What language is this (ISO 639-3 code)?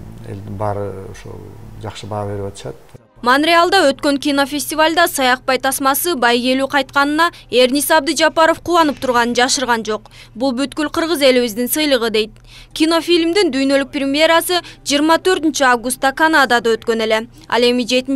kir